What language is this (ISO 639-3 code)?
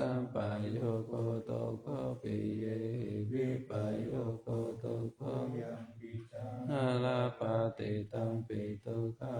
pli